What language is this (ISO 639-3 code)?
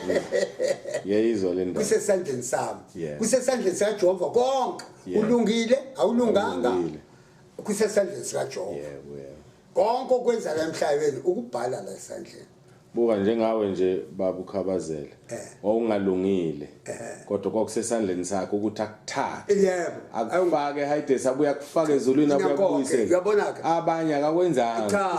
zul